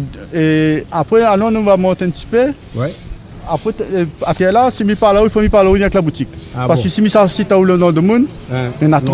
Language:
Réunion Creole French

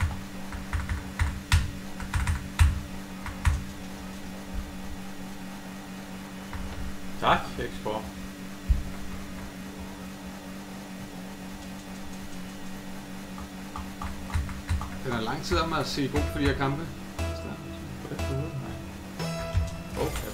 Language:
Danish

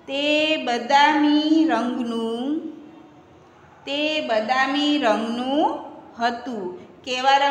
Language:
Gujarati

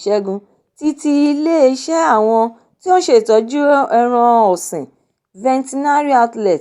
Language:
Yoruba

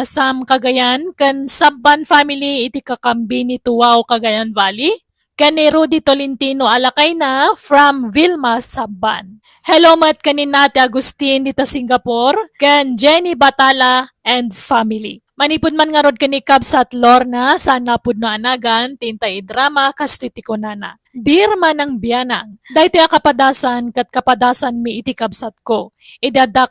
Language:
Iloko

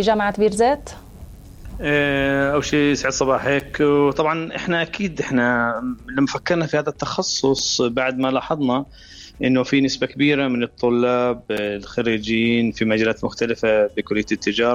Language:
North Levantine Arabic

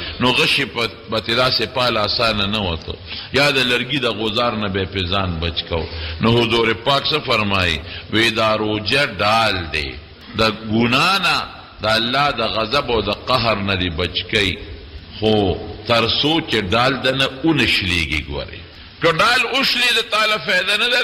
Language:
Pashto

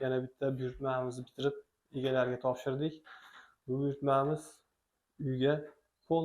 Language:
Uzbek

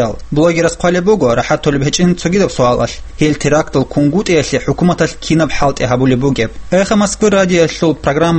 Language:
Avaric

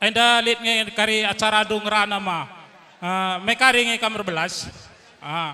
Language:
Batak Karo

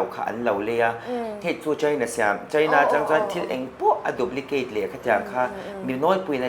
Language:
Mizo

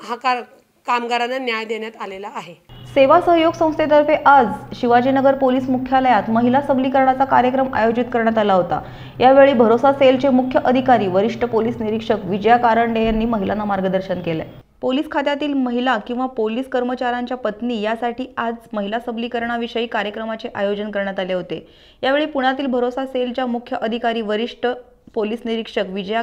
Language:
Marathi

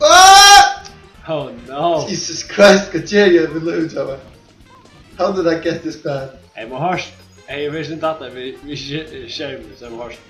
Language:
Faroese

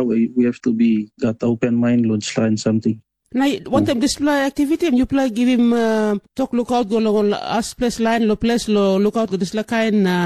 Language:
Tok Pisin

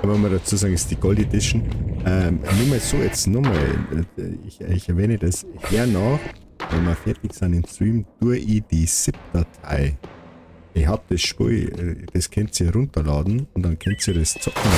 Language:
Bavarian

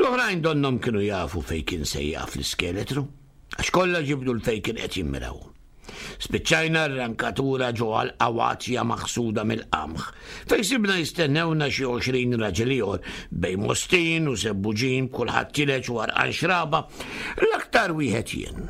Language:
Maltese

